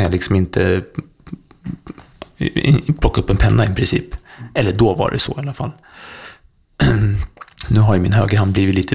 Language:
Swedish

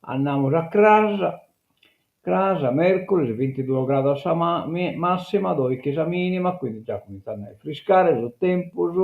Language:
Sardinian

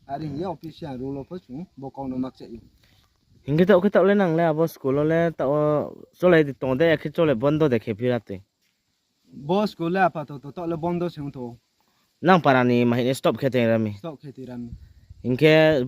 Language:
Riang (India)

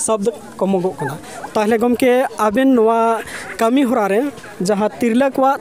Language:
Santali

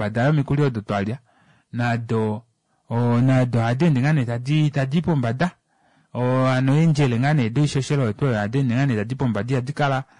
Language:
Kuanyama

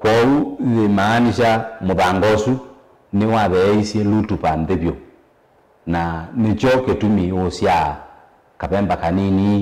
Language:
Kamba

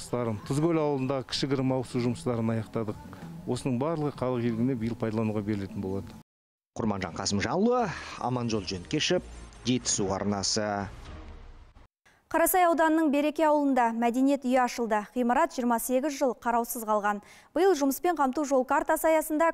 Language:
Kazakh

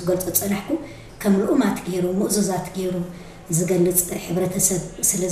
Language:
Tigrinya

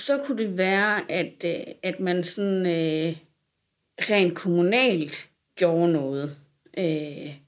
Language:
Danish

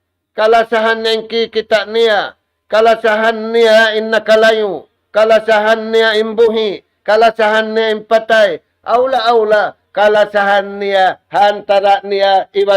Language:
Tausug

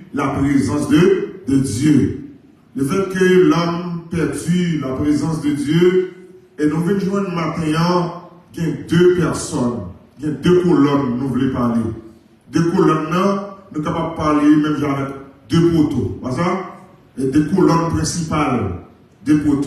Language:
Haitian Creole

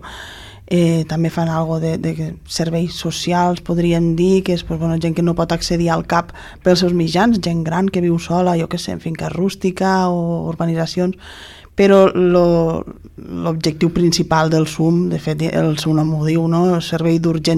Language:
Catalan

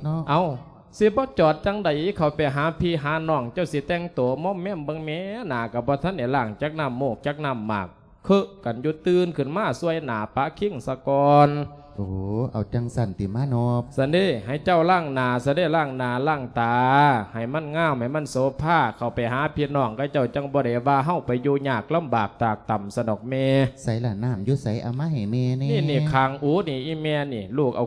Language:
Lao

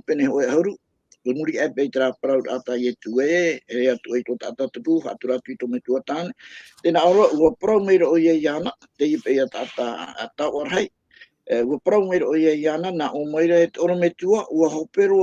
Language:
Tahitian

